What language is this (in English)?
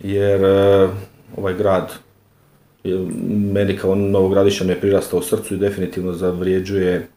Croatian